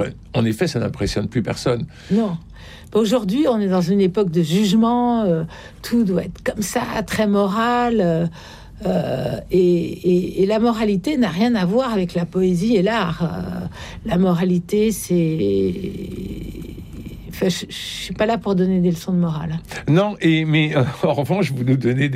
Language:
French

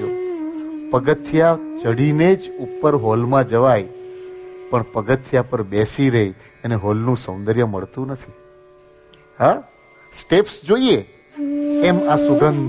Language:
Gujarati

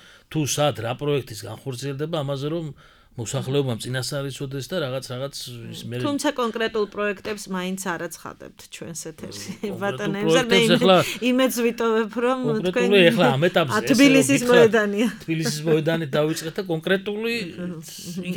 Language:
Georgian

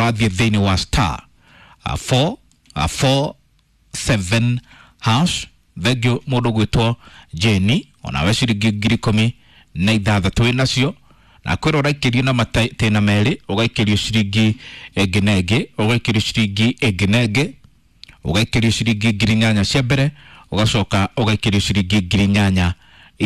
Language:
Kikuyu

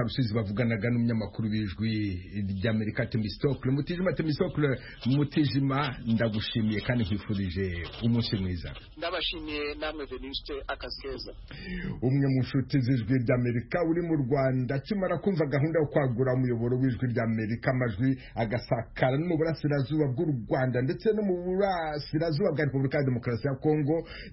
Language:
Kinyarwanda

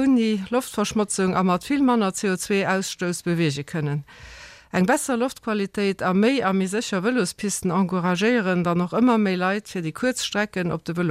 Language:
Luxembourgish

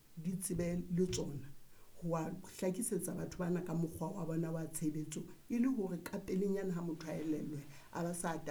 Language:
Southern Sotho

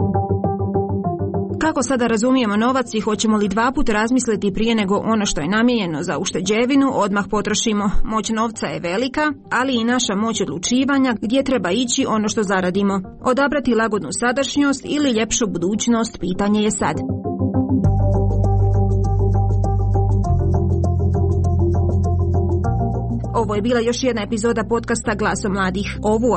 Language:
Croatian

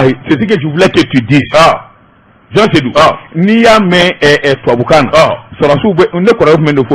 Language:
Bambara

